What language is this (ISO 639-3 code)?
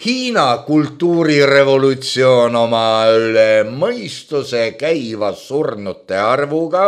est